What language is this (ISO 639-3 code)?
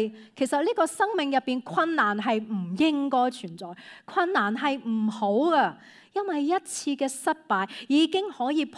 yue